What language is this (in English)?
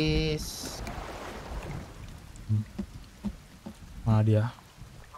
Indonesian